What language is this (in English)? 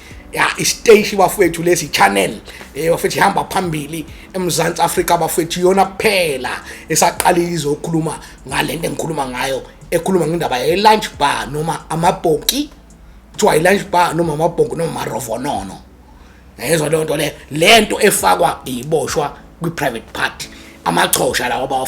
Zulu